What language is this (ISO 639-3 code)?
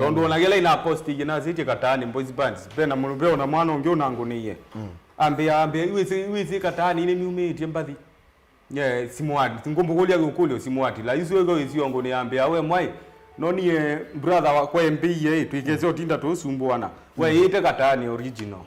kam